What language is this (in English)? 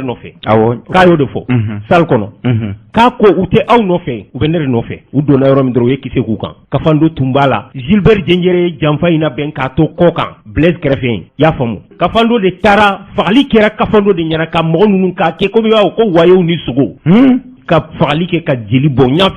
Bambara